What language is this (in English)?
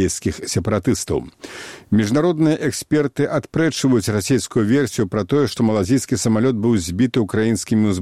Belarusian